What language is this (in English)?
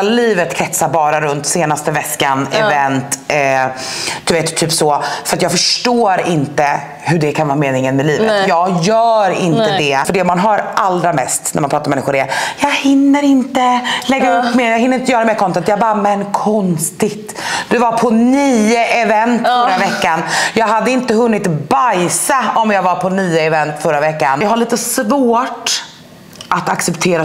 Swedish